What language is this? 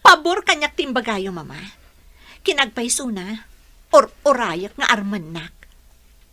Iloko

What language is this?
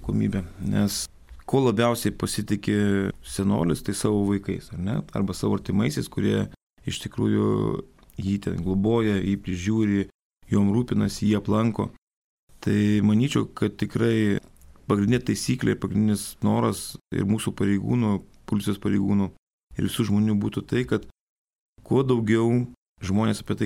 Lithuanian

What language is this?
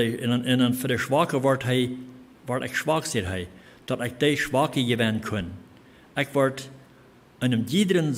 Plautdietsch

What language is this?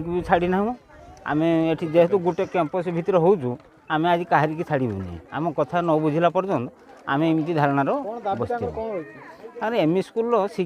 Odia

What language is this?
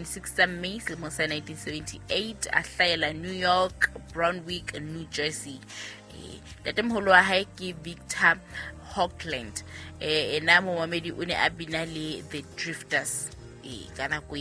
Southern Sotho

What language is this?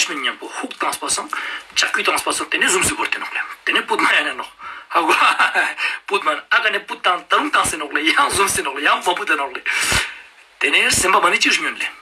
Ladakhi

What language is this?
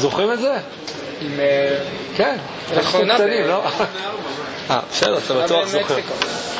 Hebrew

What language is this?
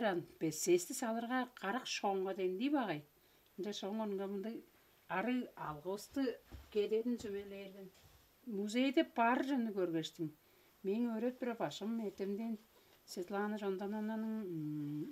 Tuvinian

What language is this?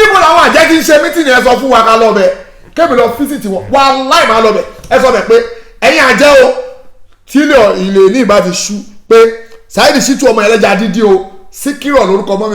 Yoruba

